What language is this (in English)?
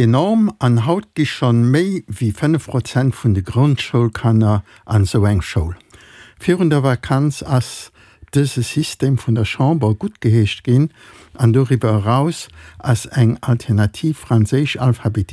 Luxembourgish